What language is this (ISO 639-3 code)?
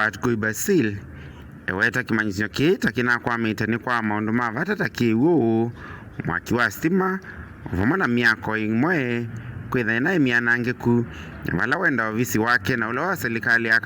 kam